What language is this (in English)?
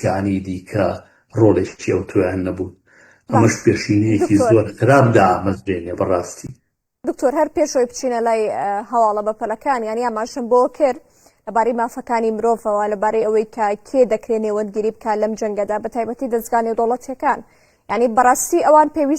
Central Kurdish